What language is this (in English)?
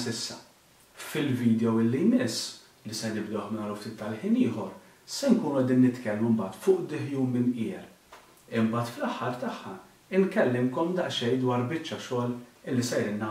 Maltese